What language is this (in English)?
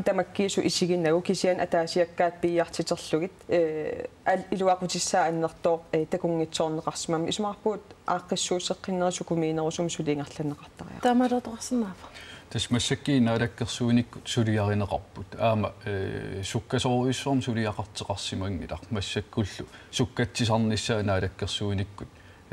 Kalaallisut